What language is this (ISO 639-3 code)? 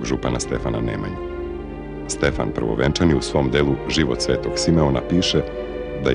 srp